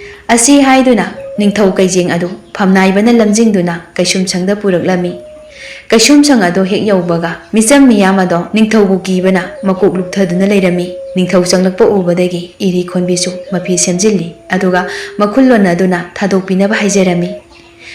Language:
Manipuri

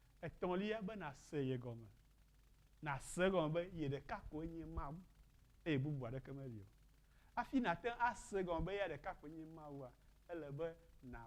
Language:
Ewe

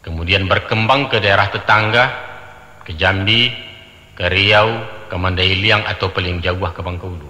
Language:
Minangkabau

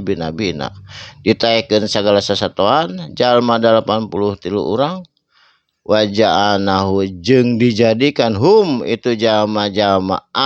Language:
Sundanese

